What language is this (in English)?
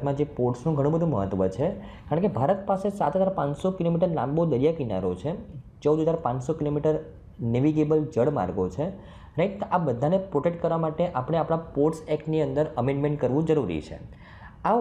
Gujarati